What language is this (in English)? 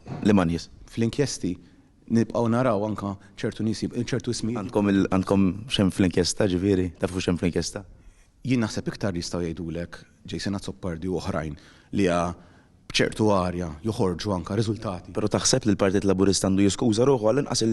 Maltese